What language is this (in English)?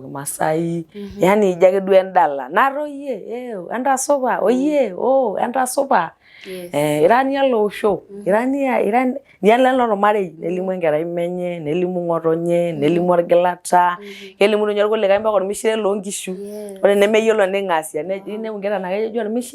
Masai